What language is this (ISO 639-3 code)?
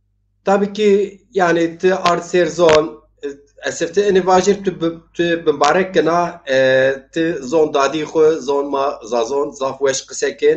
zza